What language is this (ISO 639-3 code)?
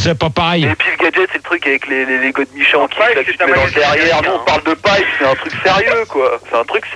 fra